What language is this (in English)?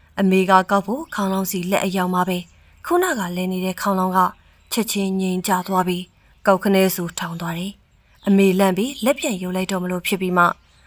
Burmese